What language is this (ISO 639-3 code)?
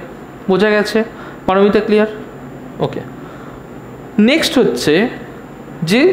ben